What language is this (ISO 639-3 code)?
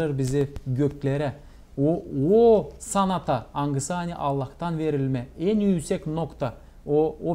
gag